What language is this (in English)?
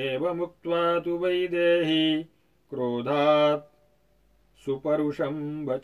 Sanskrit